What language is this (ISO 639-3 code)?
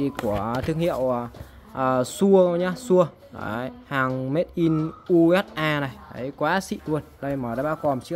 vie